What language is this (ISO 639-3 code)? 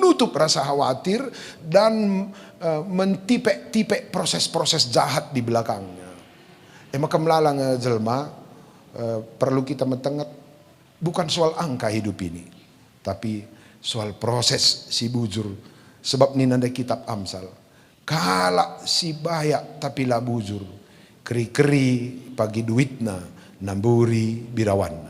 btx